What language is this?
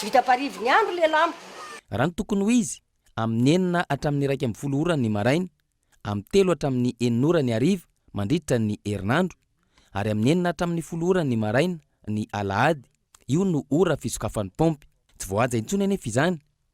Malagasy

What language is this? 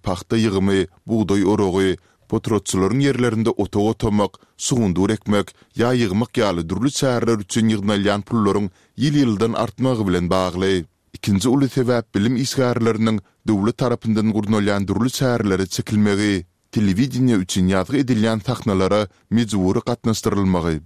Turkmen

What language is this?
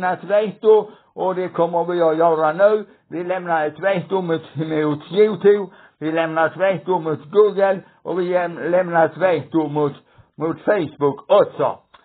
Swedish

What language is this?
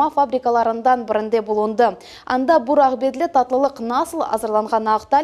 Crimean Tatar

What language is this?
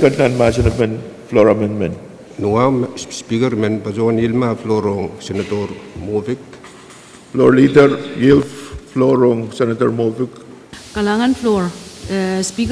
Pohnpeian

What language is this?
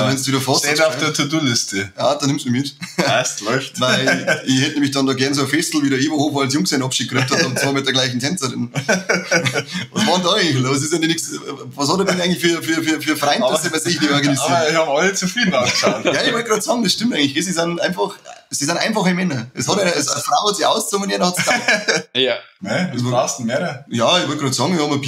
Bavarian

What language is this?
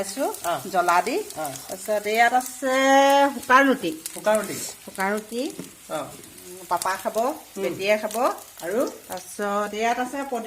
Assamese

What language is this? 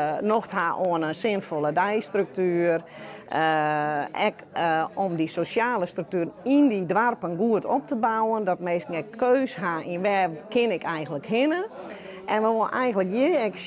Western Frisian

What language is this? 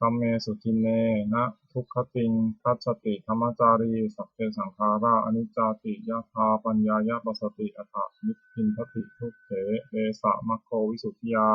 Pali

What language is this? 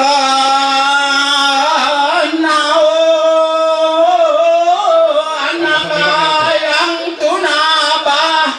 Toraja-Sa'dan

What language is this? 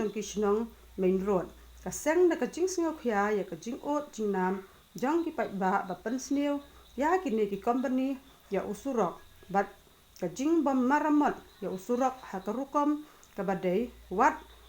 Khasi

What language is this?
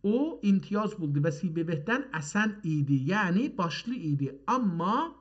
South Azerbaijani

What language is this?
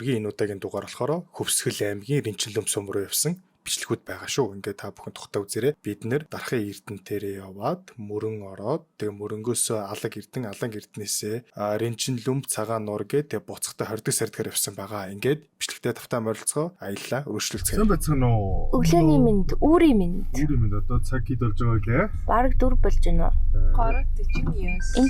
Mongolian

